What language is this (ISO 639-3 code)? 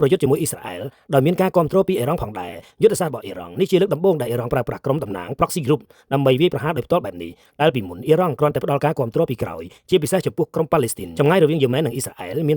khm